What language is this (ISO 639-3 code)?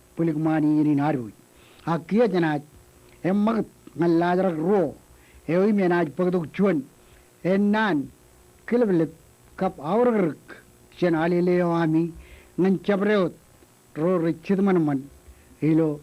mah